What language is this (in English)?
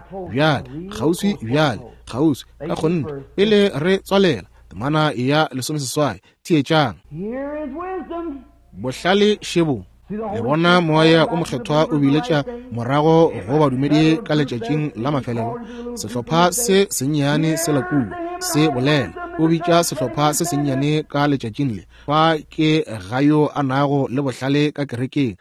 Northern Sotho